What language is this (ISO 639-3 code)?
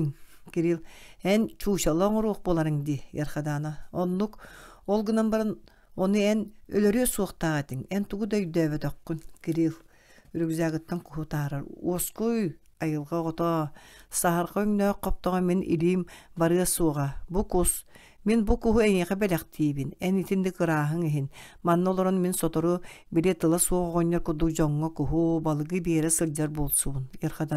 sah